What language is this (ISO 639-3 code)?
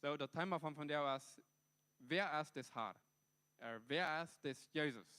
pdt